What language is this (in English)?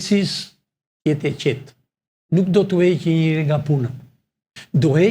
Albanian